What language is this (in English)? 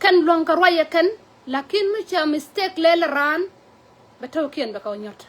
Nuer